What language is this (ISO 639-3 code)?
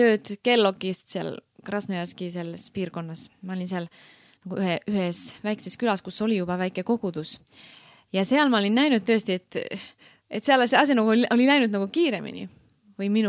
est